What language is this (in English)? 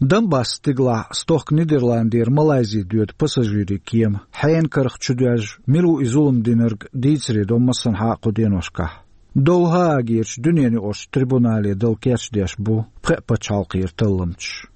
Chechen